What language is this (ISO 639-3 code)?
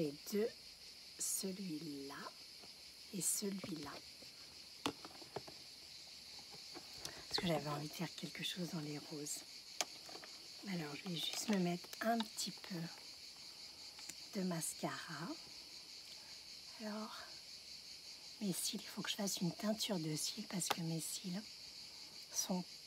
fra